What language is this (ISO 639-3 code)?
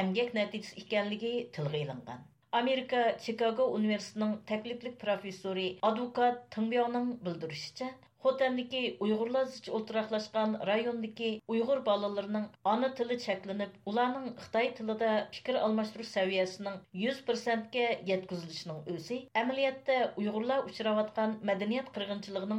uig